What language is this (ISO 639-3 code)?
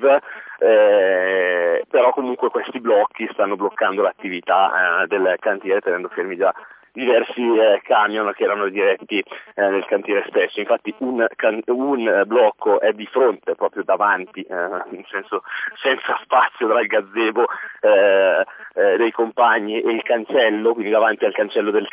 ita